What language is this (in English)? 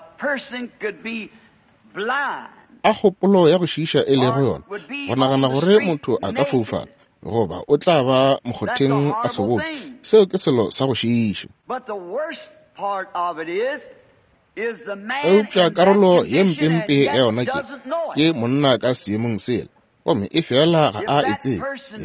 Northern Sotho